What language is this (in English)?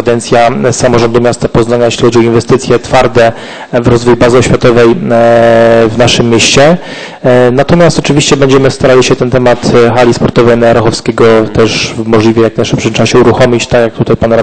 Polish